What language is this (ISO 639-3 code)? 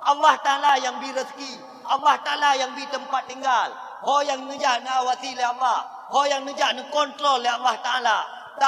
ace